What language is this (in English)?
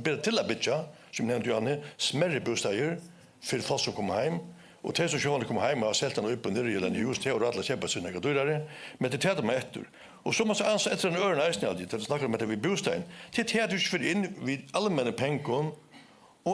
Faroese